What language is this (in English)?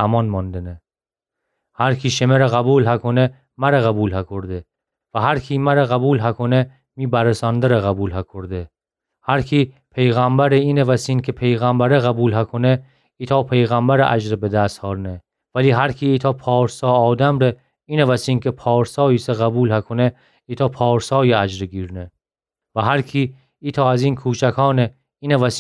Gilaki